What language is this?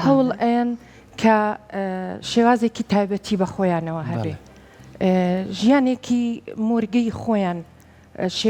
Central Kurdish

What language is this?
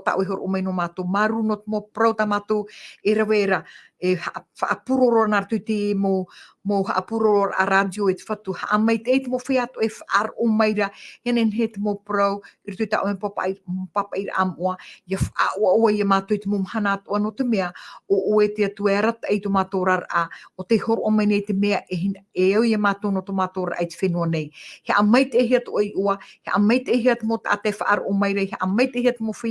Tahitian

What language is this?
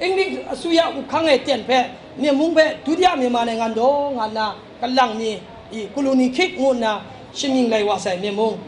Kachin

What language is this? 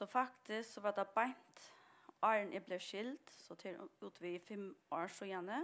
Faroese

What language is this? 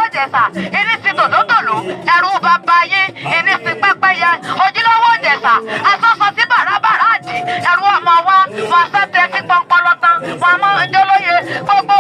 Yoruba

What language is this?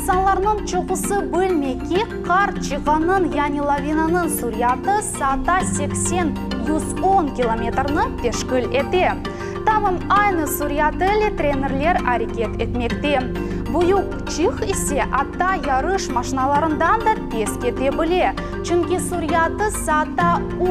Crimean Tatar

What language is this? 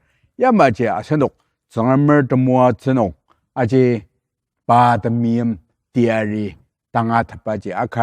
Ao Naga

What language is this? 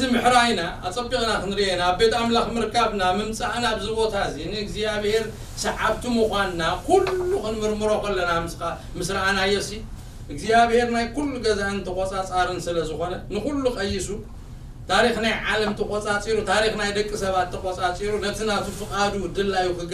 Tigrinya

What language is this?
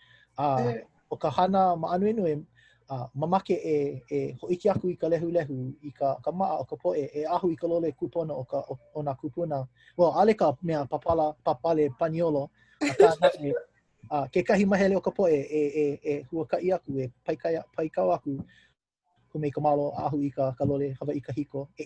Hawaiian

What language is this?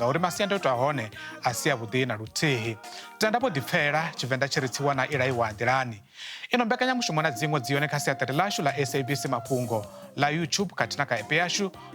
Venda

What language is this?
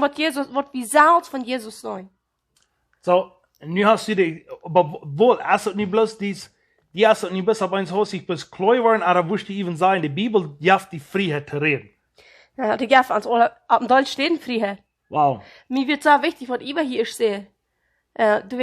Plautdietsch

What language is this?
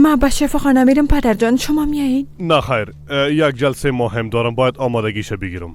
Persian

